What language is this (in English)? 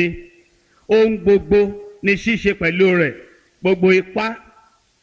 Yoruba